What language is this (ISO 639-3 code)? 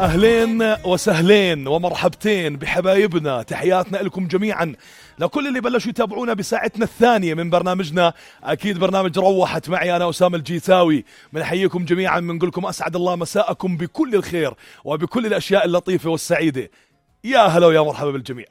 apc